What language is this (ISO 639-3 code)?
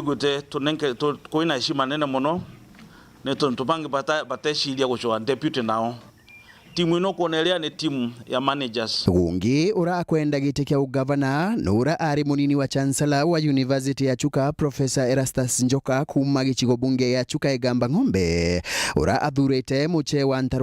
mer